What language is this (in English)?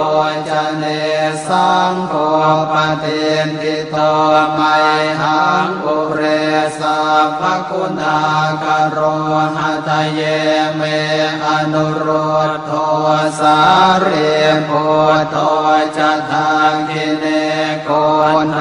Pali